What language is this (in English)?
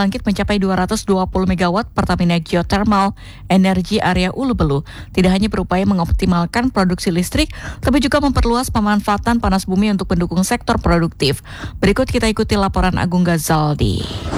Indonesian